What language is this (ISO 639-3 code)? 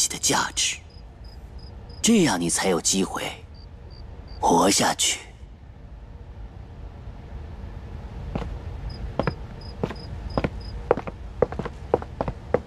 zho